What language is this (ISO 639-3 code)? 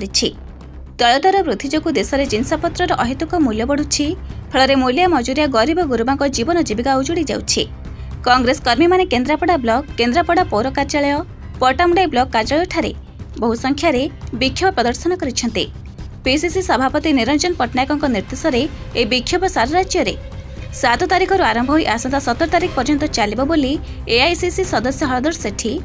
ori